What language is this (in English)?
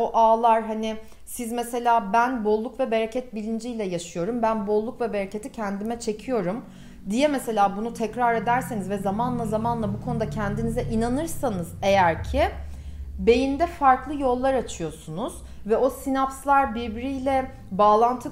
Turkish